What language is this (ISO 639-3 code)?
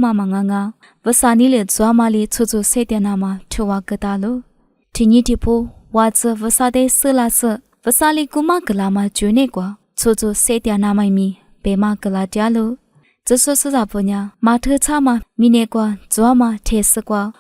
lis